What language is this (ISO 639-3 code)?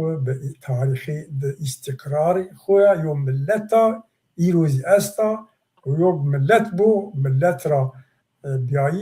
zza